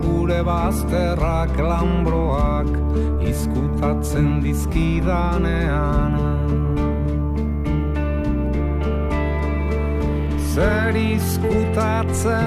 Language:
Basque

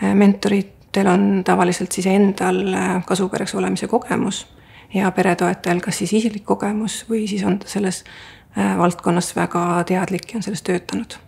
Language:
Estonian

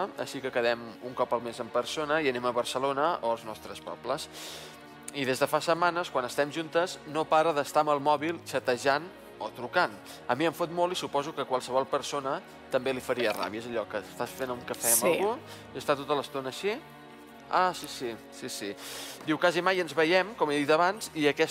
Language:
Catalan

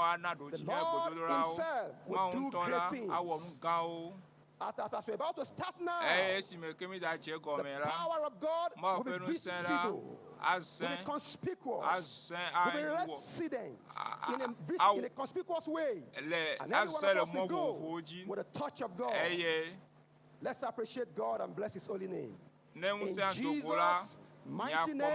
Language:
Ewe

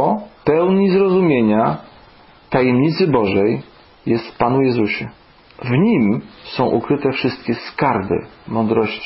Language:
Polish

